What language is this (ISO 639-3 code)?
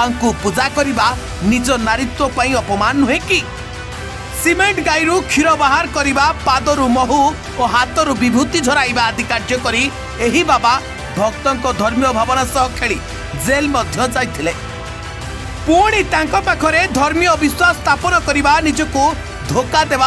ori